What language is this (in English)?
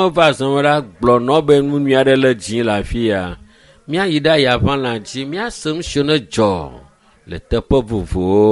Ewe